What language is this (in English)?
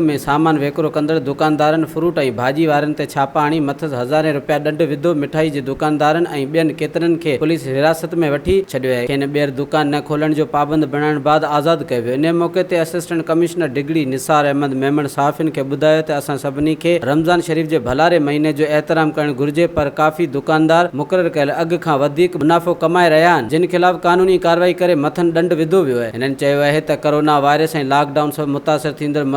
Sindhi